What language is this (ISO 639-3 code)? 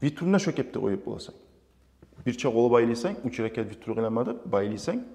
kum